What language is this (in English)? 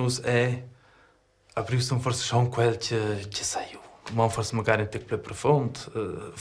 Romansh